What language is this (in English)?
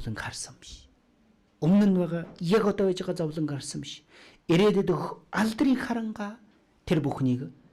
Mongolian